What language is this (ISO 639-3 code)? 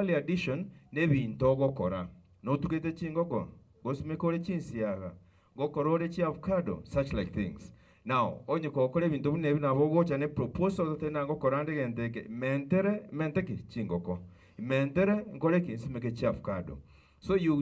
guz